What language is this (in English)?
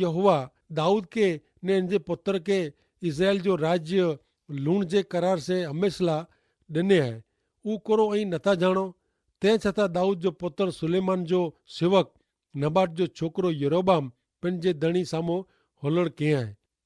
Kachhi